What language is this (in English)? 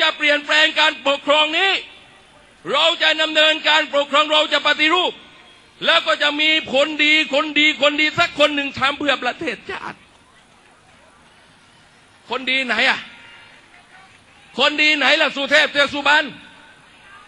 Thai